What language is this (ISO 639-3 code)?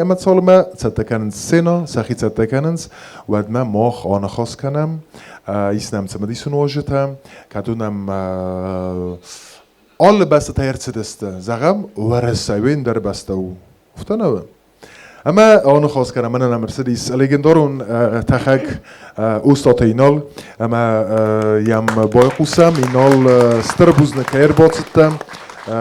oss